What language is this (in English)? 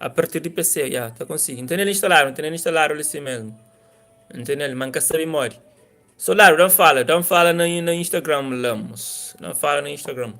Kabuverdianu